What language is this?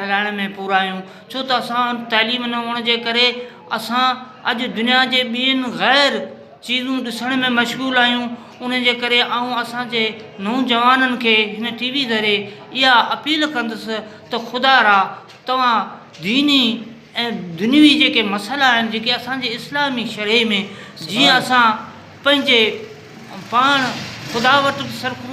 Sindhi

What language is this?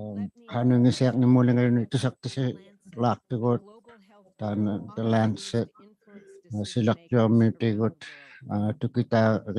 Inuktitut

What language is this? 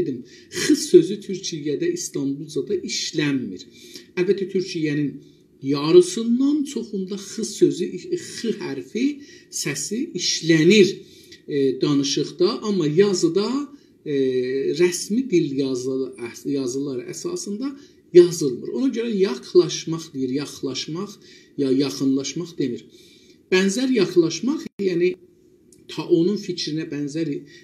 South Azerbaijani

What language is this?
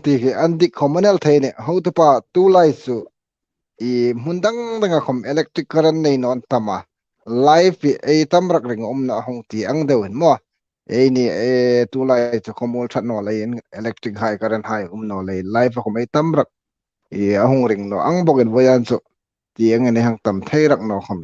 Hmar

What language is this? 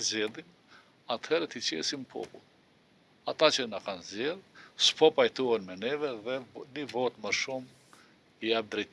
Albanian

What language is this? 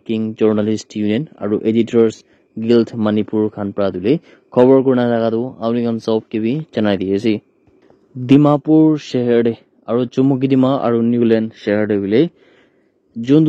Naga Pidgin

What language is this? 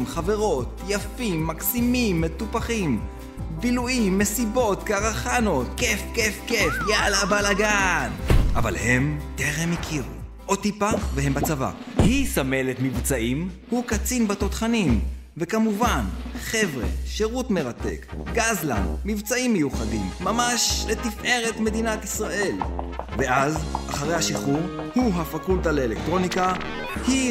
Hebrew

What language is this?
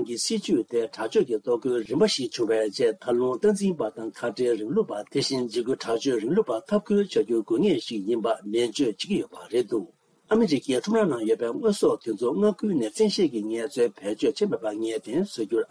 Tibetan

